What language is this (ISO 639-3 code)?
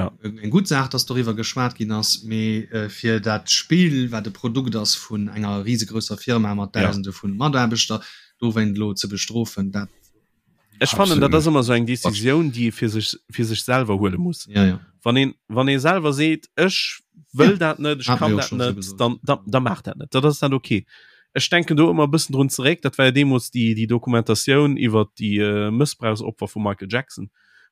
ltz